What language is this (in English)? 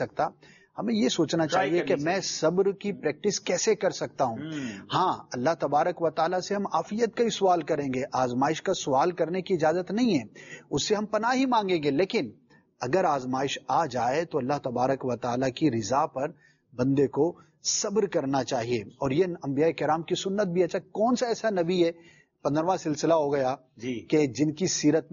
Urdu